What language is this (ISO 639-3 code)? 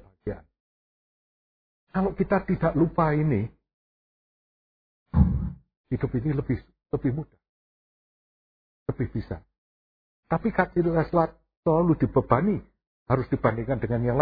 ind